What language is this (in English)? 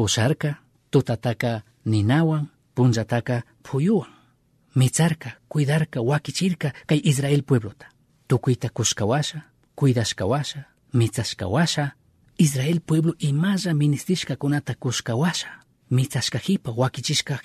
Chimborazo Highland Quichua